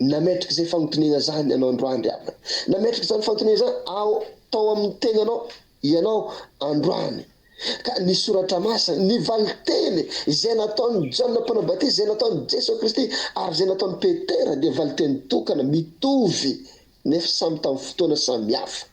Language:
Malagasy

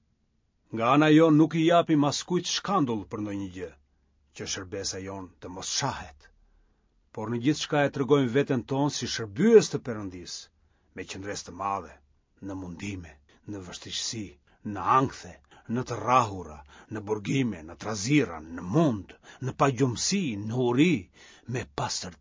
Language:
Albanian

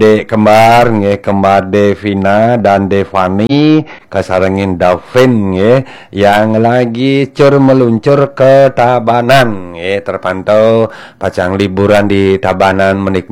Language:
Balinese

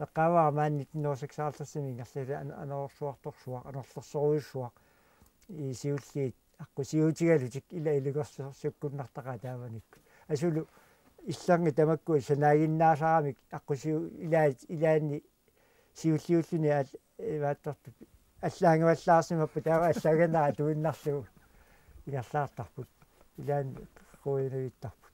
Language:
Kalaallisut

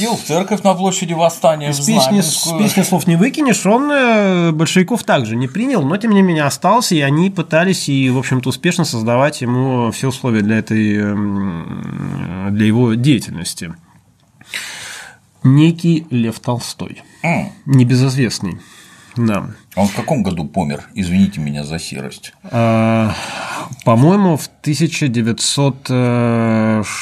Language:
Russian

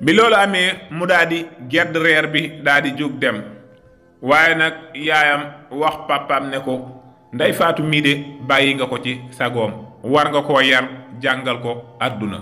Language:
Wolof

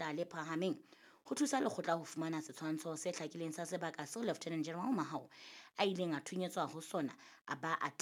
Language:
Southern Sotho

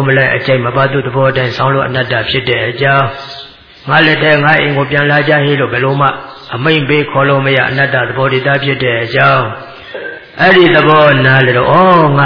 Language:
Burmese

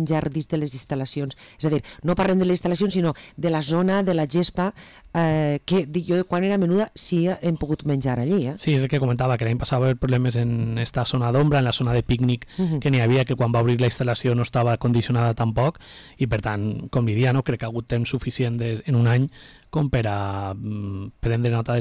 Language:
Catalan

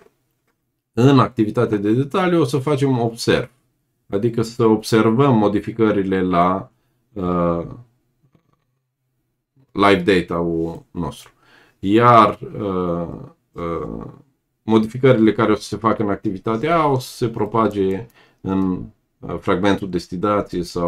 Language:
Romanian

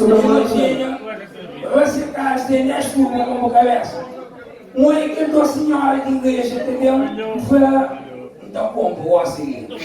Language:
Kabuverdianu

